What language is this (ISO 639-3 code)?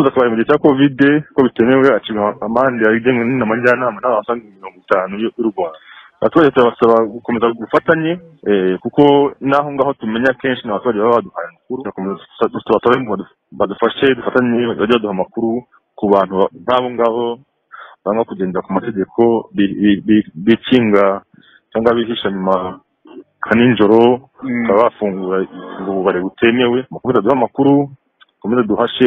kin